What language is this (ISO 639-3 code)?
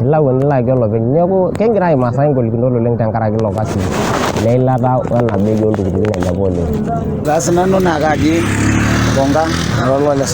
mas